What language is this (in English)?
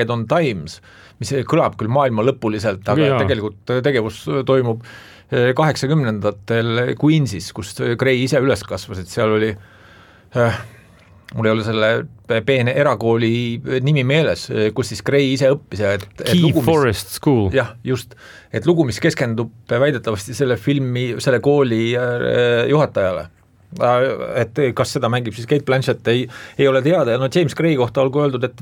Estonian